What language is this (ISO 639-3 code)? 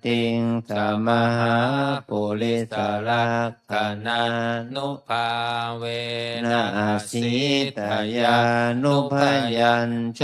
pli